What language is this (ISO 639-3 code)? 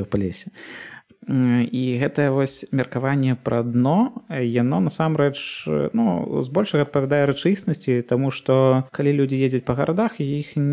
bel